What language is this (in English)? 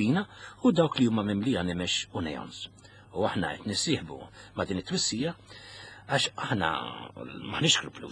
Maltese